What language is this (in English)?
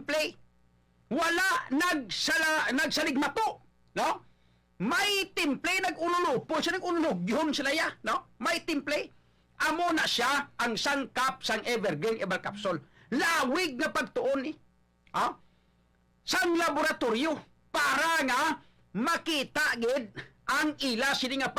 Hiligaynon